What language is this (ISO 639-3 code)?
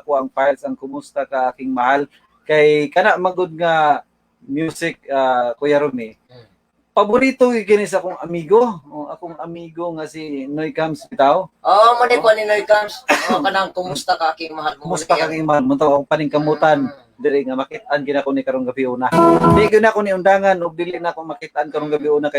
ceb